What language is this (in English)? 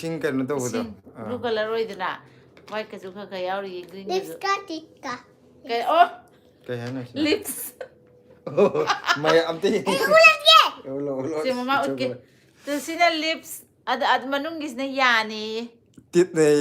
Manipuri